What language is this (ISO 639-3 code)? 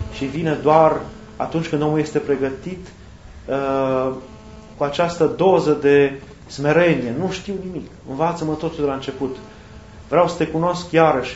ron